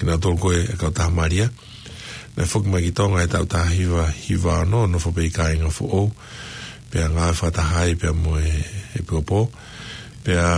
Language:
Tongan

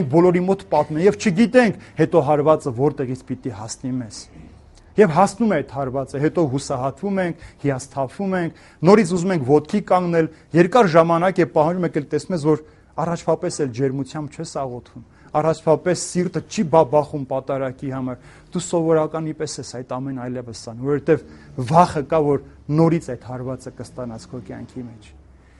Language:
Armenian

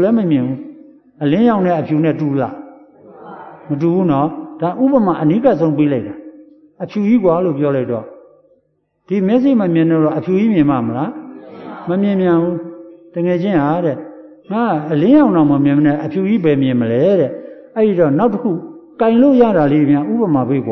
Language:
Burmese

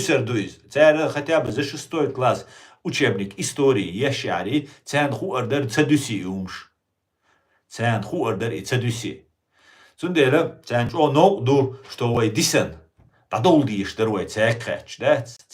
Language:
Chechen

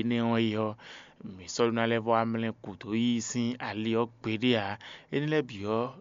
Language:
Fon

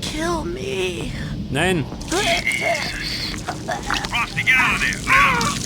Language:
Bavarian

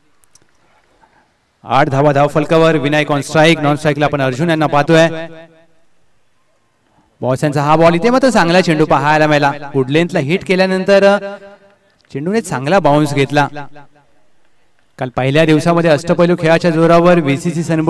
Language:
Marathi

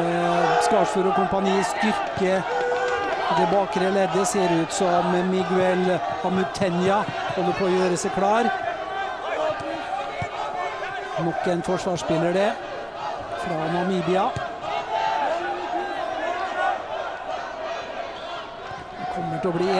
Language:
Norwegian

